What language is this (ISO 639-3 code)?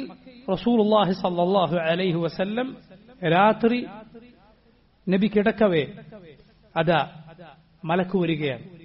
mal